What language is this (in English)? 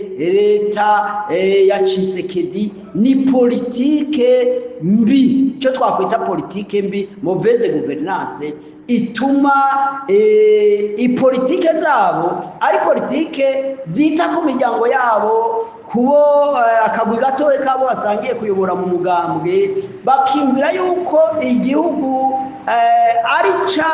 Rundi